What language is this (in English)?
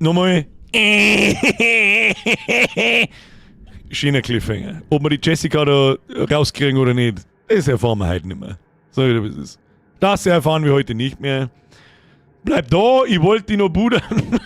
Bavarian